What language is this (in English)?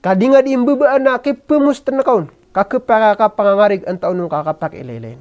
Maranao